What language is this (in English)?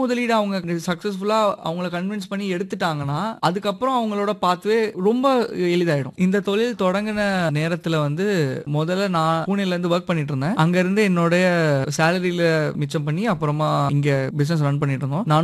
Tamil